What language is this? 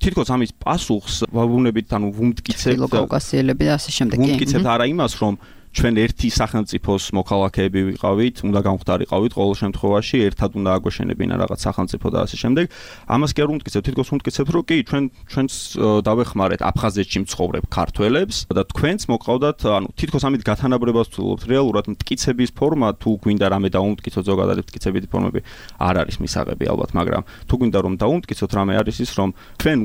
Georgian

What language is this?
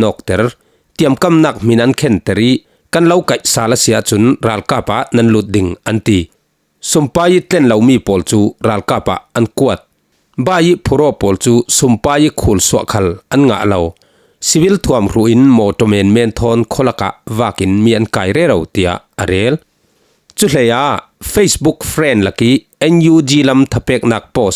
Falam Chin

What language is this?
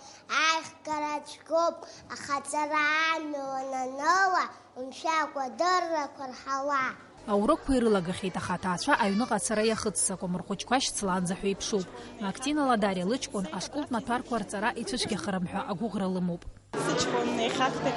Abkhazian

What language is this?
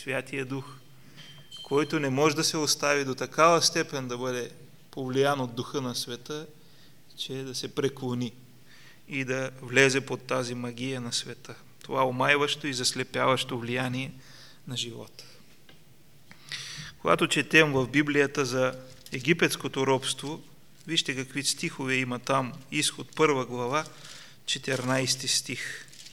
Bulgarian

